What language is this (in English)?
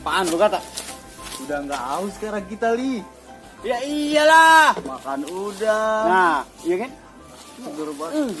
Betawi